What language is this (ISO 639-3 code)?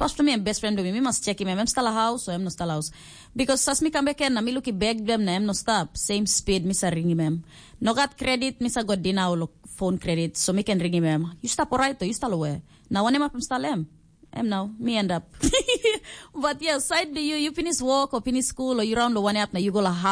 tpi